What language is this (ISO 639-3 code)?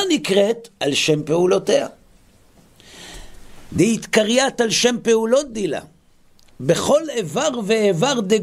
heb